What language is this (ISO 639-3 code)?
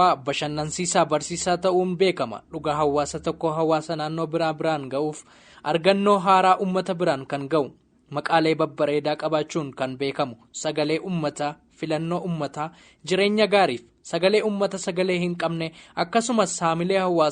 orm